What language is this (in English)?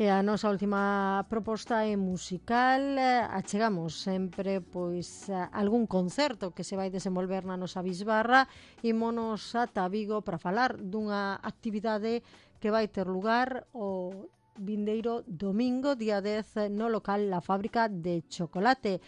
Galician